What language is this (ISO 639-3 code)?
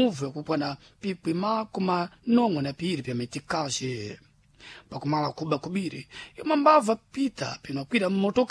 seh